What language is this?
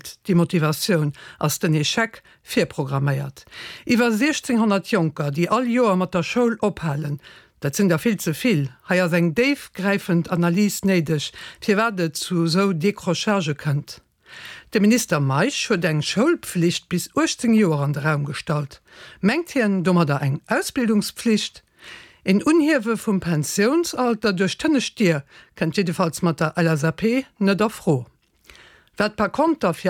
Luxembourgish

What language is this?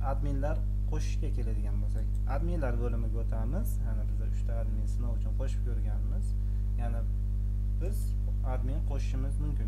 Uzbek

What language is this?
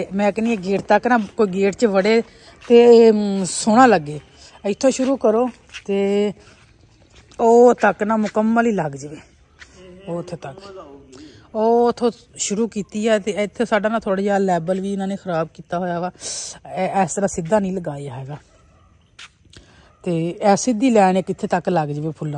Punjabi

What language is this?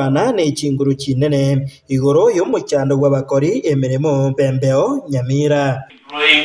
Gusii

